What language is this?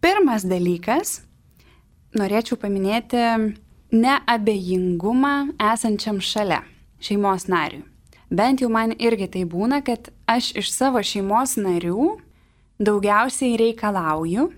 Lithuanian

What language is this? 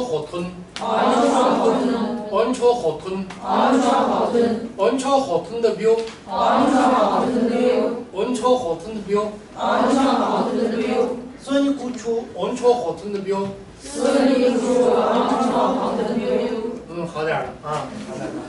Chinese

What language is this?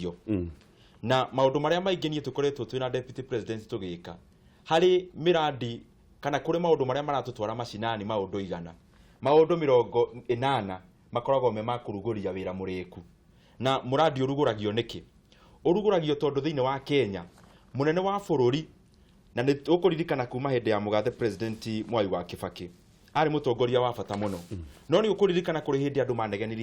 Kikuyu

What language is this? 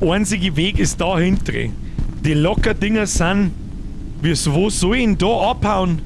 Bavarian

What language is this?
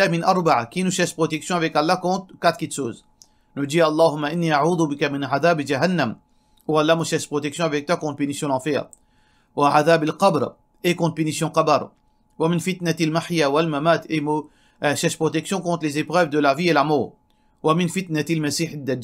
Morisyen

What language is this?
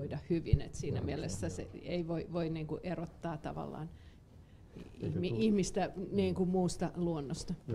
Finnish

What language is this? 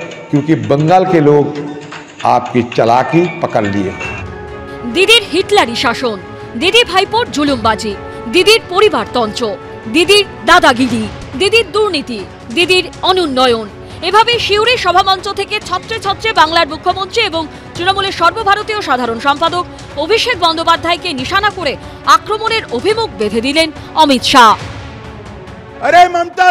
Bangla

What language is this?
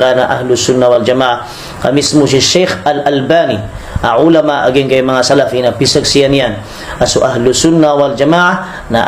Maranao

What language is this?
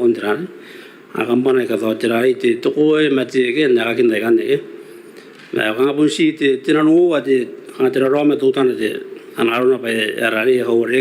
Gilbertese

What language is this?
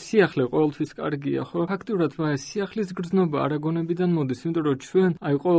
Georgian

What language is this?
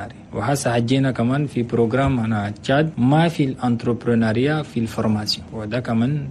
Chadian Arabic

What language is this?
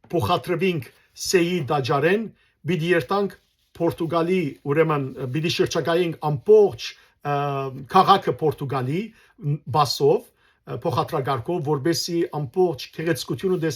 Western Armenian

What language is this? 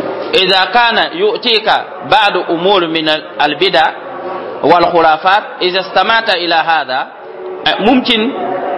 Mossi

